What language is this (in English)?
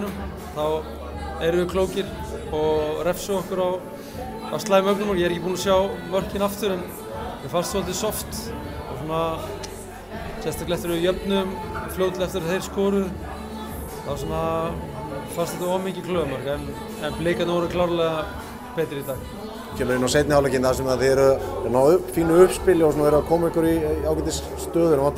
Icelandic